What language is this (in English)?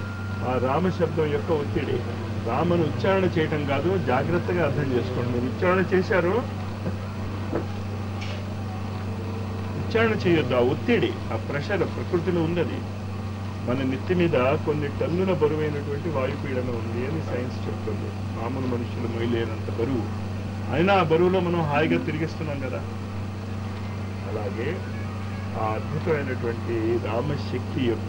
Telugu